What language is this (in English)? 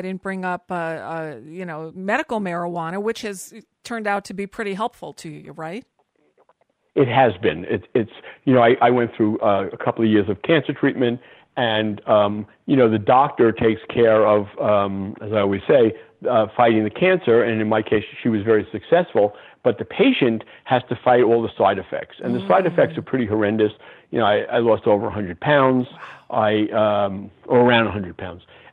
English